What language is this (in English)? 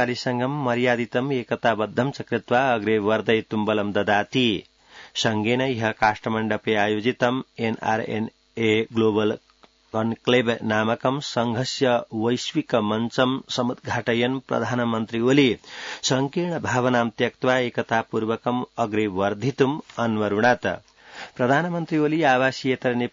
Sanskrit